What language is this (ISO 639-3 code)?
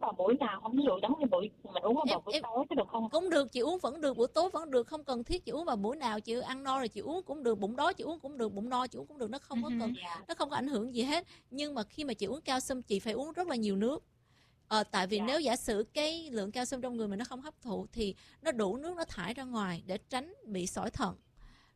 vie